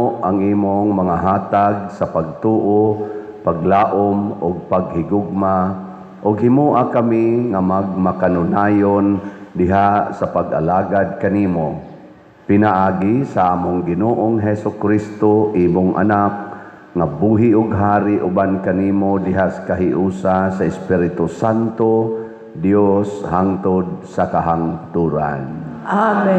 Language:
Cebuano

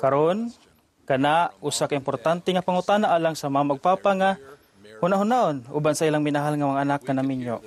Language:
Cebuano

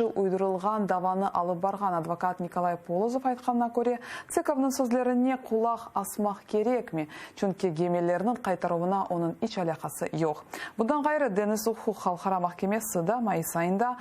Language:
Crimean Tatar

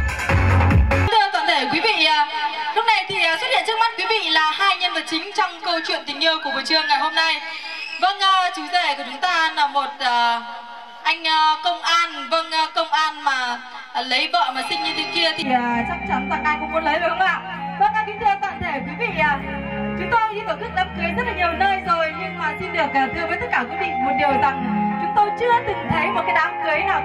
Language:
Vietnamese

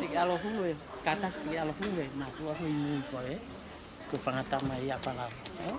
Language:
Tongan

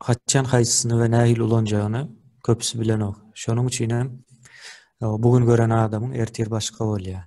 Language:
Turkmen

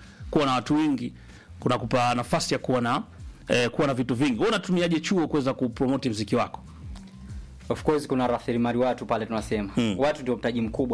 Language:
Swahili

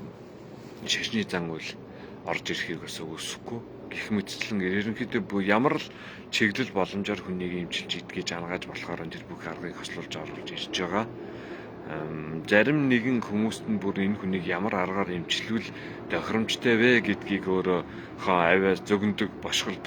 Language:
Mongolian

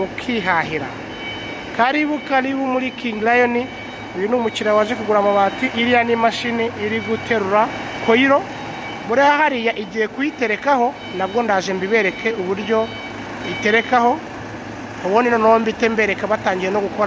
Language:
Kinyarwanda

